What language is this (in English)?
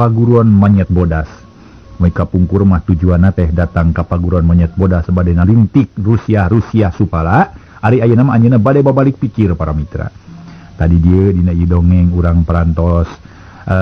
Sundanese